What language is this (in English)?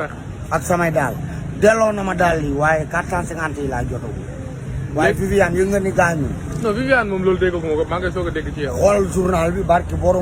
Wolof